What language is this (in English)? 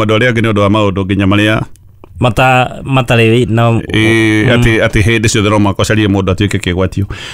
Kikuyu